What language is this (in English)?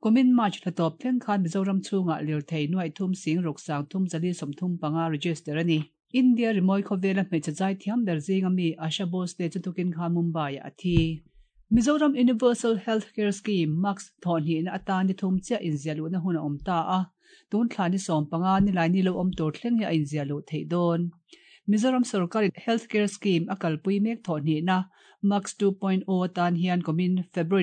Mizo